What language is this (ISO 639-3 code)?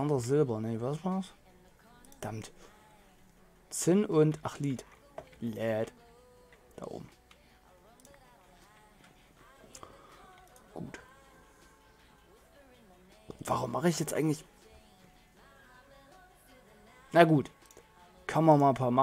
deu